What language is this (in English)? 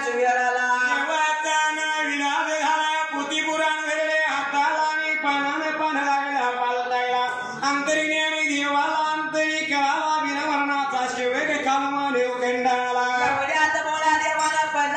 Marathi